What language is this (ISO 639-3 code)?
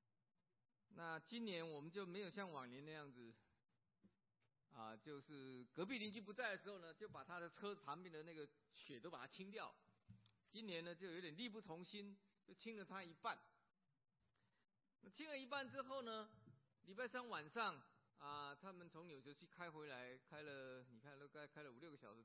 zho